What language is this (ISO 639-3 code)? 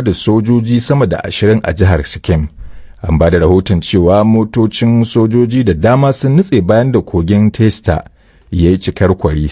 hau